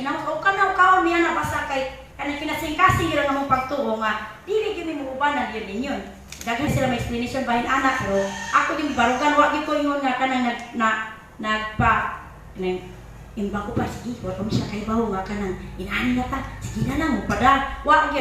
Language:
Cebuano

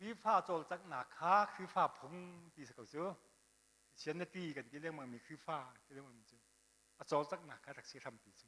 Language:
Hakha Chin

